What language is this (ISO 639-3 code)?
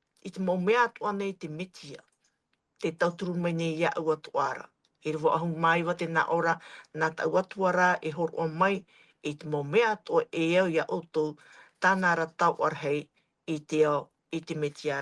tah